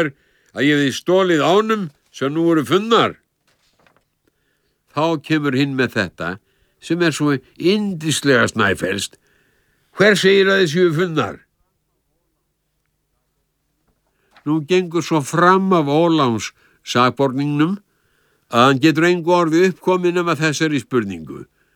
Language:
Icelandic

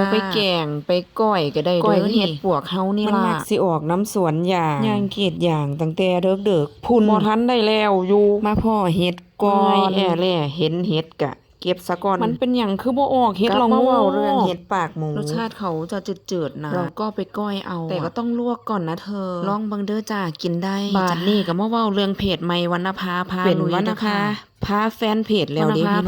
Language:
Northeastern Thai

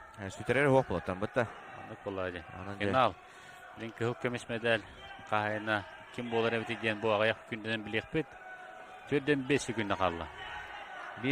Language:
Yakut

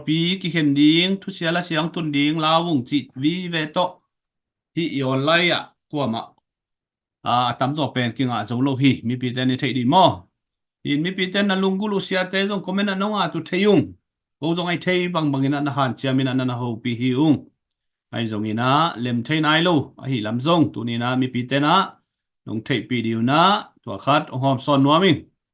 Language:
Tedim Chin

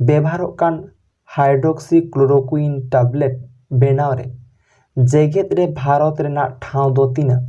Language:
Santali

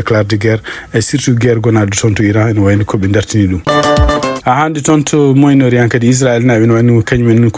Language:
Fula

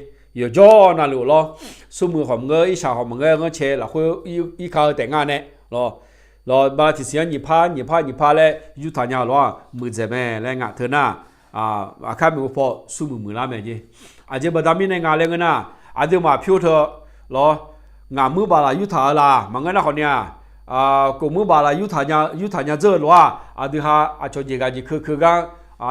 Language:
Akha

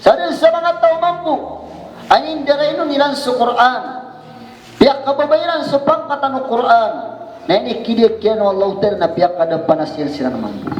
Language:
Maranao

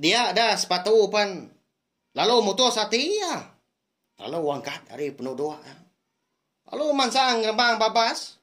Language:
Iban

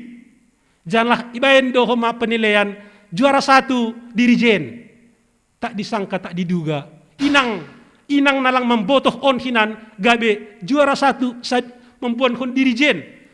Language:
Batak Simalungun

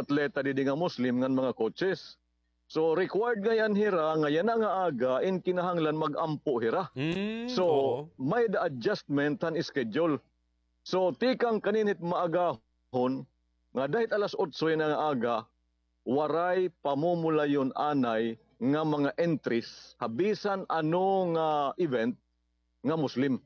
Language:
Waray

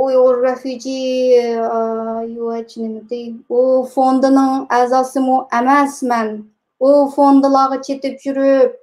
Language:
Uyghur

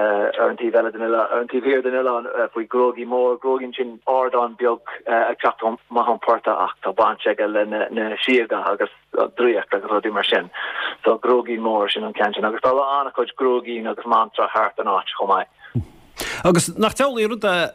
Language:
Irish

